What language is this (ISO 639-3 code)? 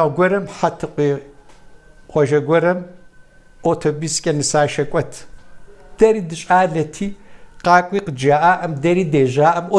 kbd